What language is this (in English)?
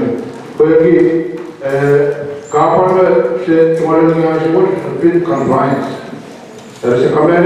Pohnpeian